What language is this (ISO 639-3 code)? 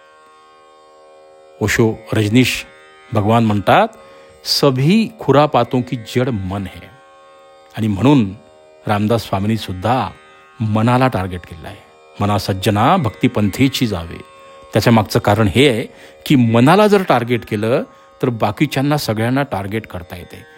mar